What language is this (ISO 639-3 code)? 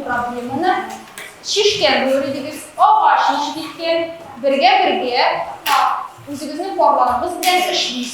tat